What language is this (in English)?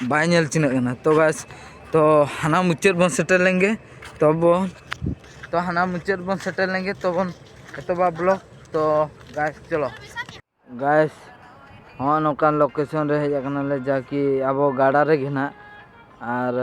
Santali